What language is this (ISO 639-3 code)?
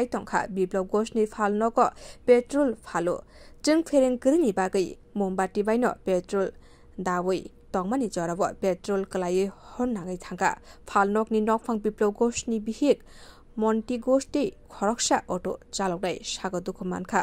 trp